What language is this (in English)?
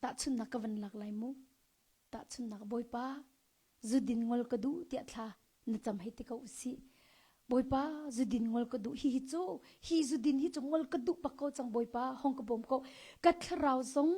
Hakha Chin